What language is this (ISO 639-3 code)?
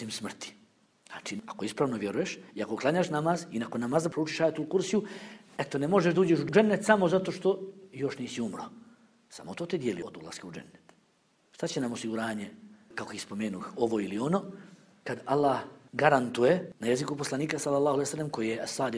bos